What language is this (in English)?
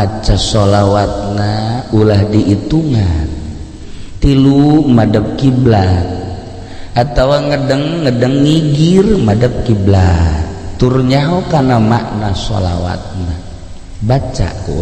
Sundanese